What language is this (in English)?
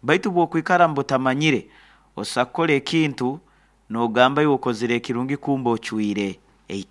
Nyoro